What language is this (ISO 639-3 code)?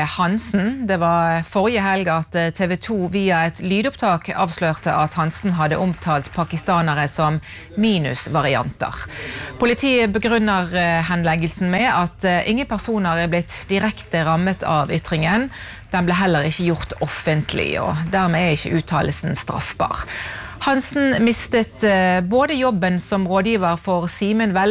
nor